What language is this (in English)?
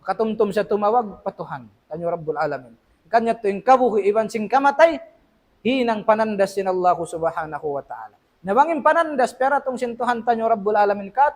Tausug